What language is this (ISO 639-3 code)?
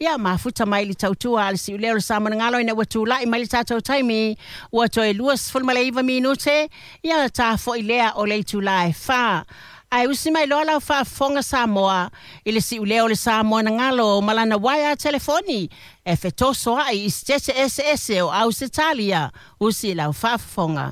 smo